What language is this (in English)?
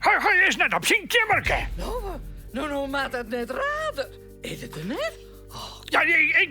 Western Frisian